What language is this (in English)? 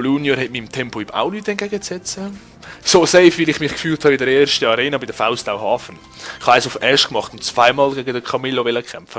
Swiss German